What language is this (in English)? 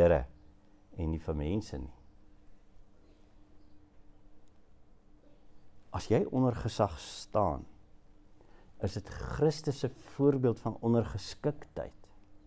Afrikaans